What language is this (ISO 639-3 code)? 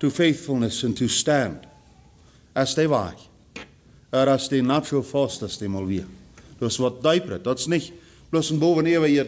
pdt